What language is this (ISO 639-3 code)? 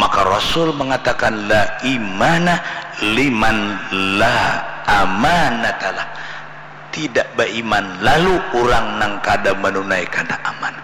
bjn